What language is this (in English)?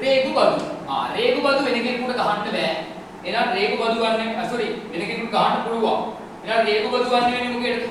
Sinhala